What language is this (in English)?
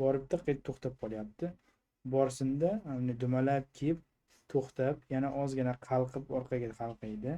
Uzbek